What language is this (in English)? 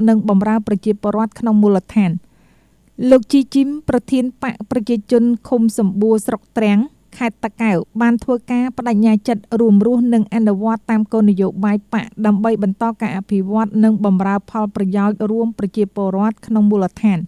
Khmer